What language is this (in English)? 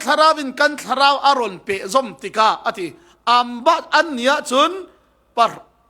Falam Chin